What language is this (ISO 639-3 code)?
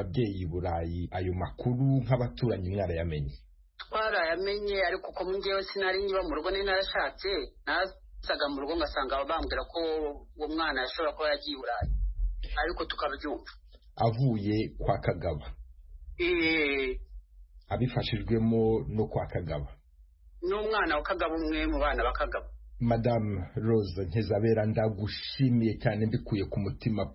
kin